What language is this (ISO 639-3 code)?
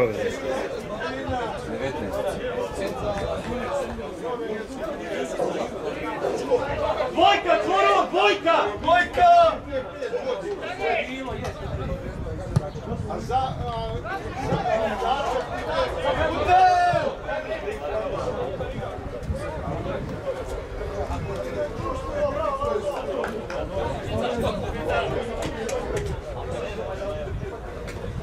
hrv